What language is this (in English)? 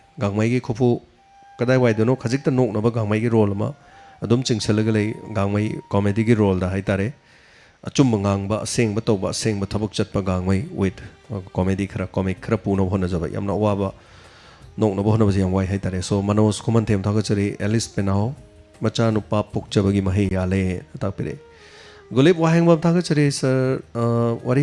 Manipuri